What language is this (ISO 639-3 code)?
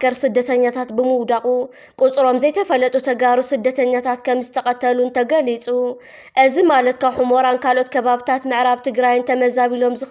tir